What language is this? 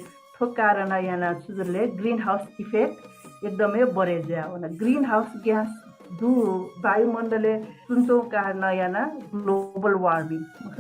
Newari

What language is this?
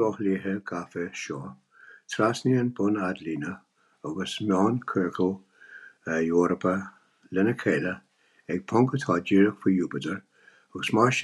Irish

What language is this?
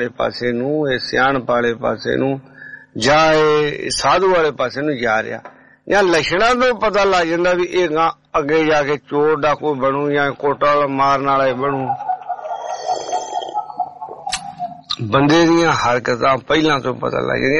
Punjabi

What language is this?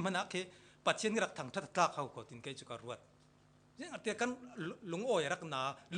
Falam Chin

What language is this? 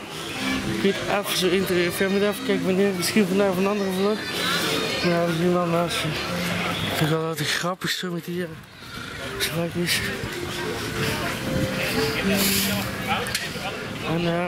Dutch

